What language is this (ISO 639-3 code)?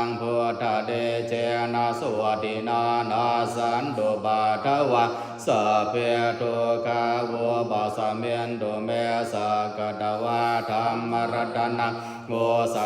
pli